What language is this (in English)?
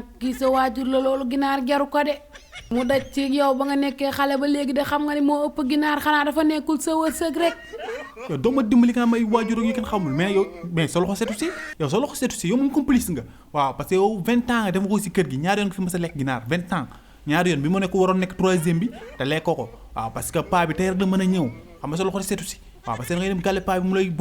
Wolof